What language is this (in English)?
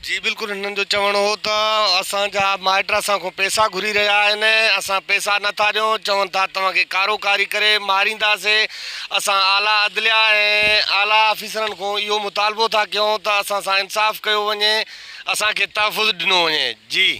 Sindhi